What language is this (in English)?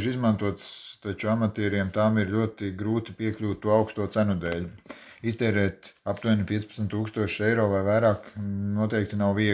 Latvian